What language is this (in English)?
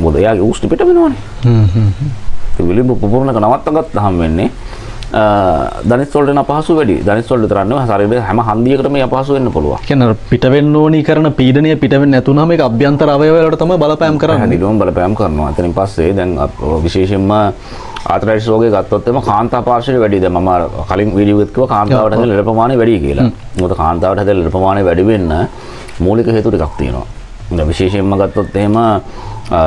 Sinhala